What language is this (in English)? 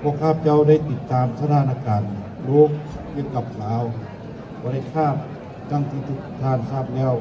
Lao